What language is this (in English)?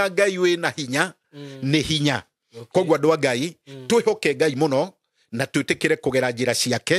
Kikuyu